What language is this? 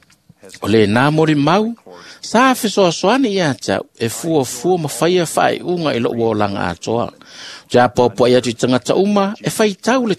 Samoan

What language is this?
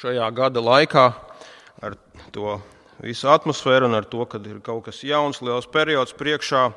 Latvian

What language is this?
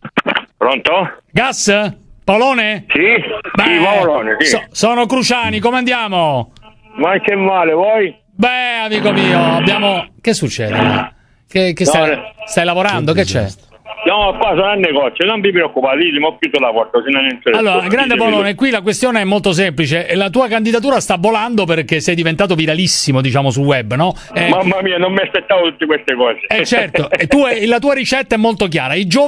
Italian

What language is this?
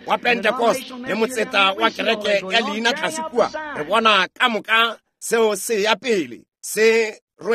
Northern Sotho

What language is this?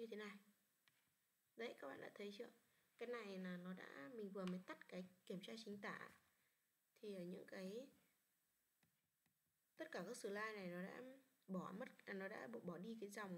Vietnamese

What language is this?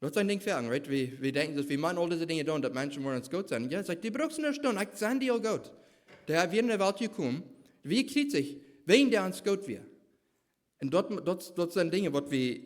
Plautdietsch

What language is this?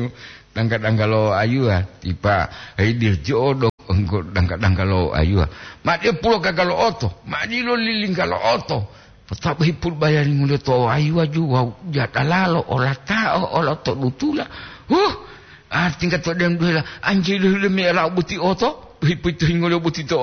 Gorontalo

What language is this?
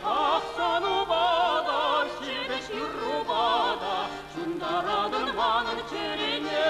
Chuvash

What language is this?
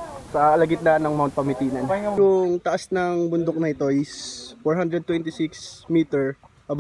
Filipino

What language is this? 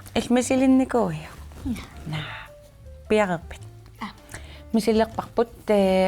Kalaallisut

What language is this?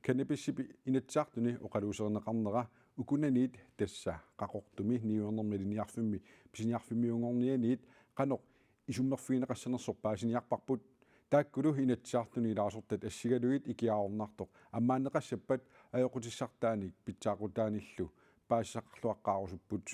Kalaallisut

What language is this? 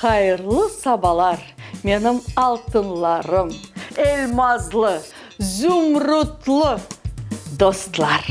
Crimean Tatar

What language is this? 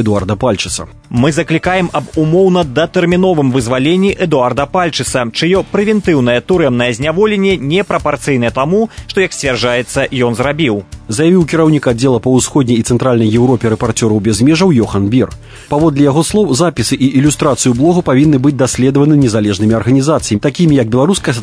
Belarusian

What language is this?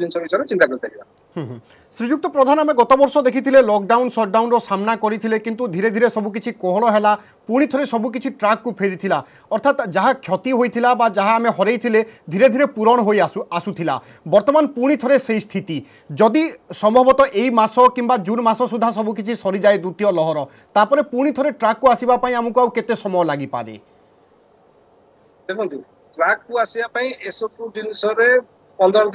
Odia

